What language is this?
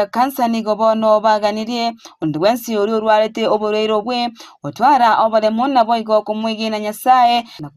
Gusii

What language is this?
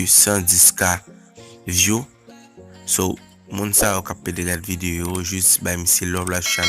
Haitian Creole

